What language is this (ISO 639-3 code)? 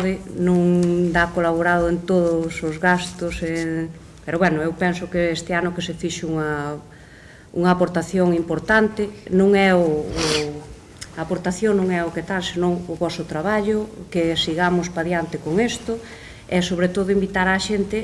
glg